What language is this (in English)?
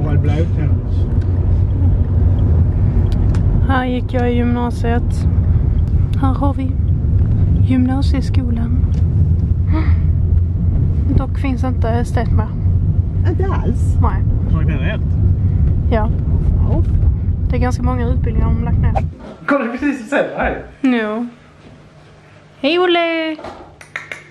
Swedish